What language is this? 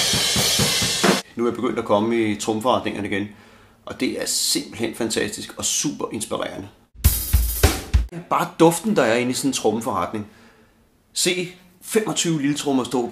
Danish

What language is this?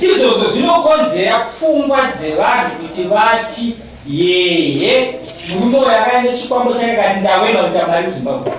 Shona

